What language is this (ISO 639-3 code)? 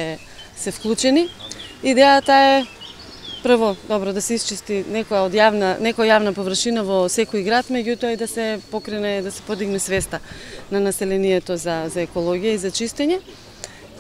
mkd